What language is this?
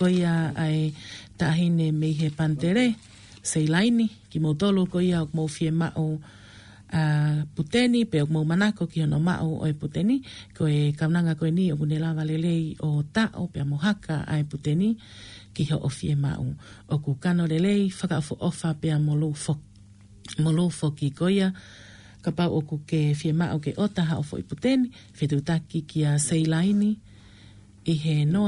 Tongan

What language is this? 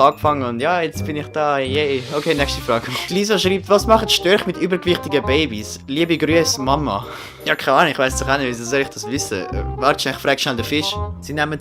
Swiss German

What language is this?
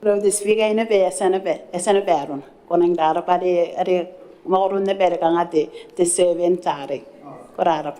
Gilbertese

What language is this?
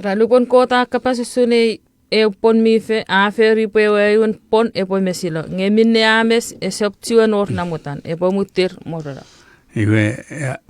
Chuukese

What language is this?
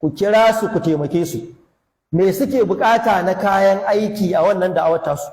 Hausa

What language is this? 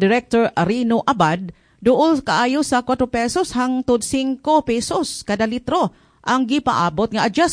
Cebuano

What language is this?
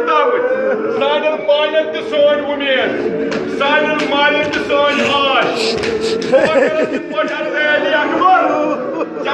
Kashmiri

